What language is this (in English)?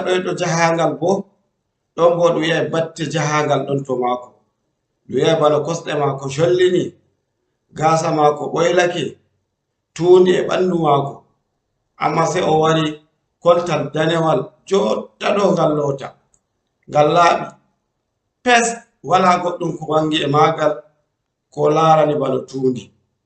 Fula